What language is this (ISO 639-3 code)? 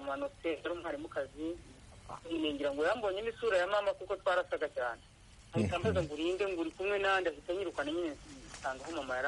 kin